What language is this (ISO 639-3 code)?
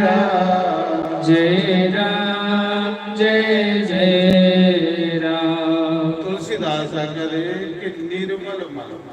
doi